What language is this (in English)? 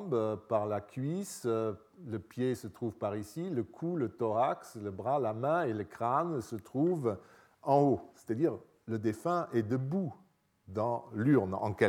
French